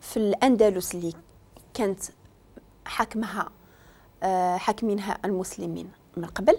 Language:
Moroccan Arabic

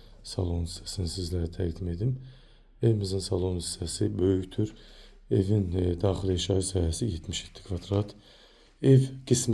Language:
Azerbaijani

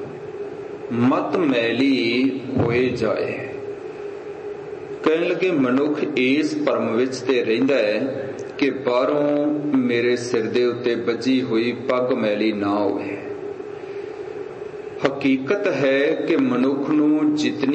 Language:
Punjabi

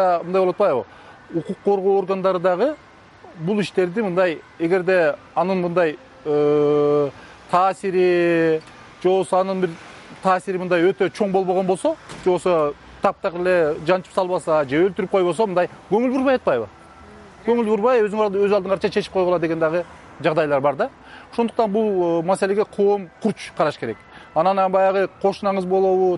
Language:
Kyrgyz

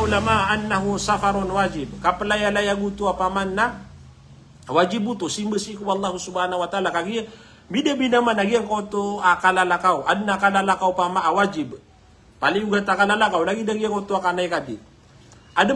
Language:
Maranao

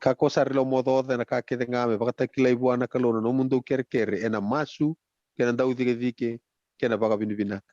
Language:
Fijian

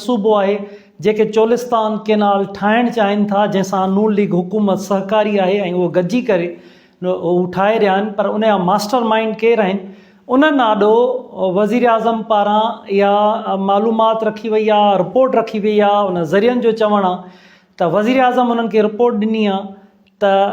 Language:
Sindhi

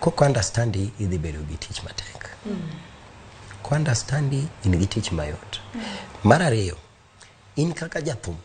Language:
Luo (Kenya and Tanzania)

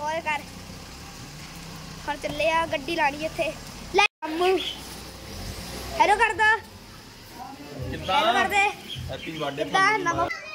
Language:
Punjabi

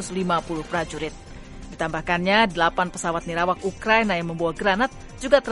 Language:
Indonesian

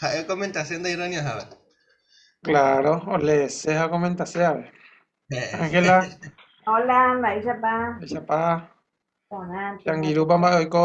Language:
Guarani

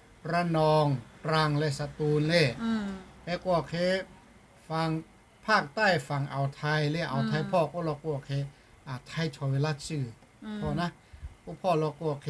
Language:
Lahu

